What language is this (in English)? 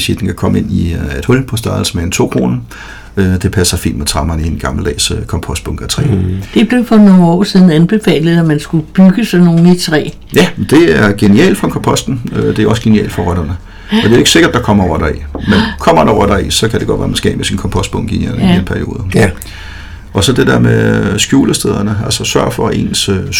Danish